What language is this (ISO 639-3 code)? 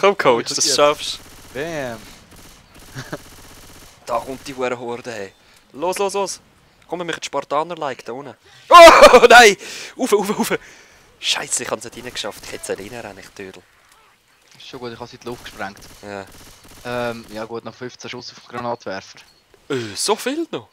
gsw